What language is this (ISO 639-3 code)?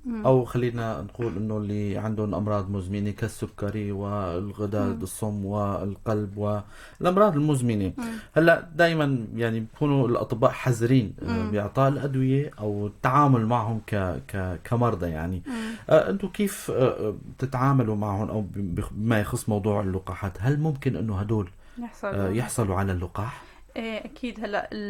apc